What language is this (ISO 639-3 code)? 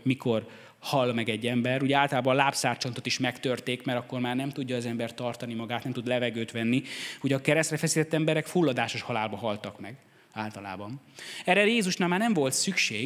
hun